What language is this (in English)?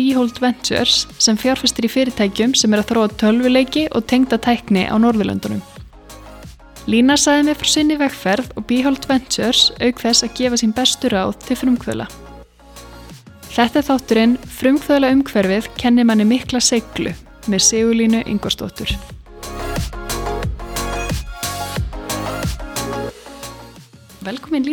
Icelandic